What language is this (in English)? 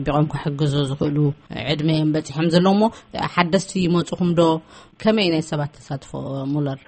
Tigrinya